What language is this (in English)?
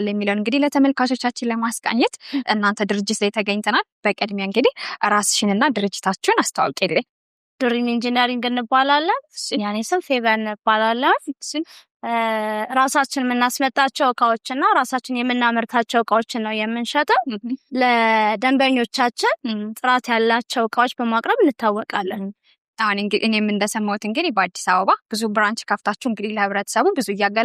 Amharic